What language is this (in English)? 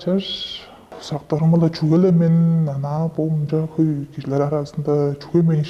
Tuvinian